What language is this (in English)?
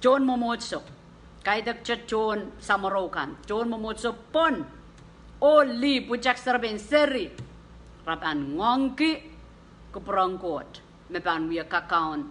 Pohnpeian